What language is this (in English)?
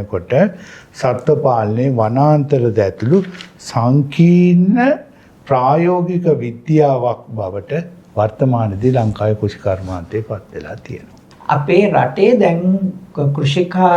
Sinhala